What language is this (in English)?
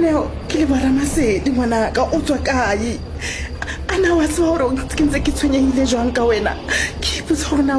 Southern Sotho